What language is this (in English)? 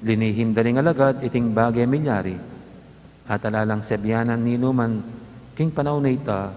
Pampanga